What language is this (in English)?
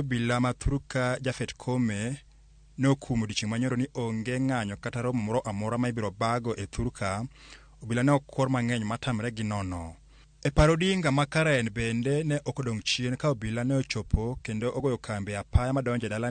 Luo (Kenya and Tanzania)